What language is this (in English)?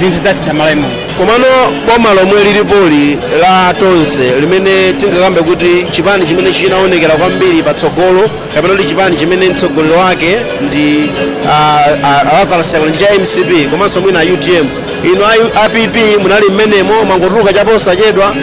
Nyanja